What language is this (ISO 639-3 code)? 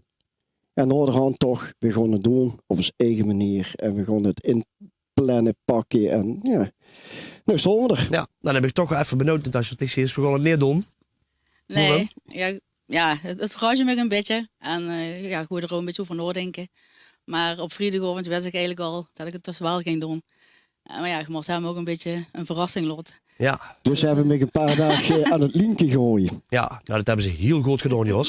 lim